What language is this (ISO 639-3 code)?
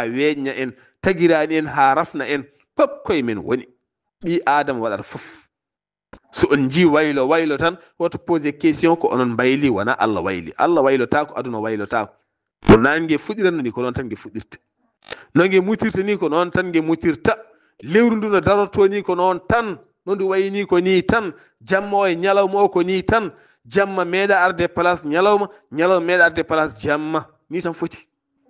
ful